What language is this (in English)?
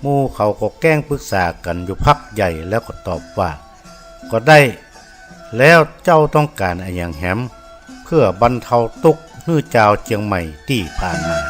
Northern Thai